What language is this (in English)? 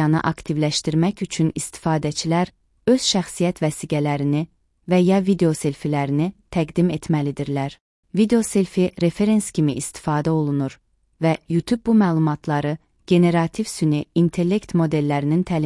Azerbaijani